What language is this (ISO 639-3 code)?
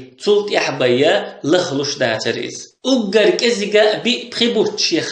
che